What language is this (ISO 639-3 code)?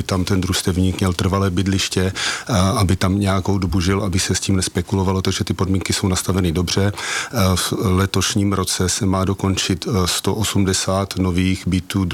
ces